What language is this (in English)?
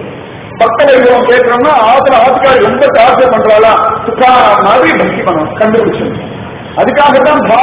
Tamil